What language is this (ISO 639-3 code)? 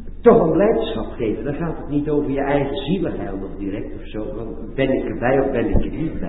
nld